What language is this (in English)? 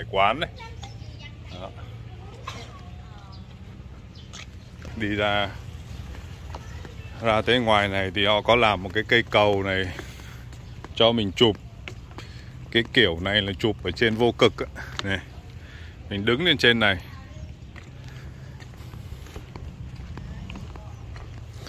Vietnamese